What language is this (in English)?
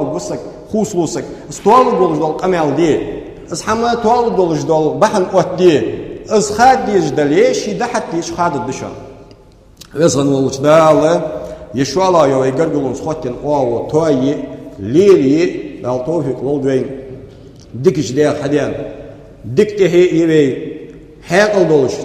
Ingush